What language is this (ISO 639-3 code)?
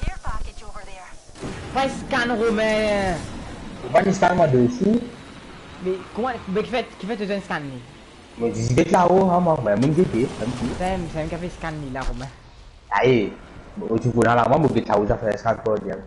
mfe